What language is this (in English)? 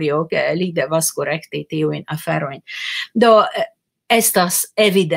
Esperanto